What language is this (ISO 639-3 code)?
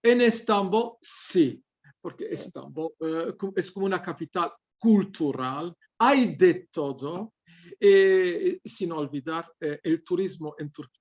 lad